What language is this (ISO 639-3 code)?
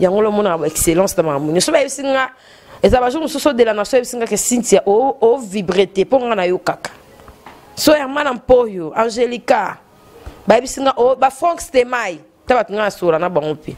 lin